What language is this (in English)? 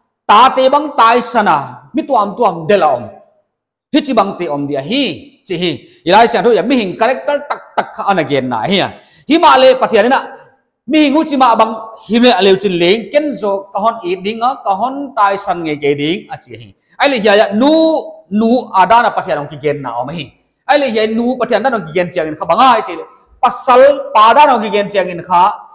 Paite Chin